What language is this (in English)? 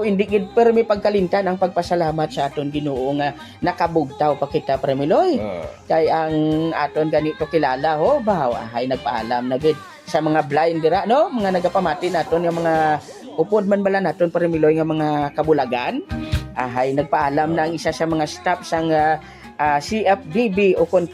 Hiligaynon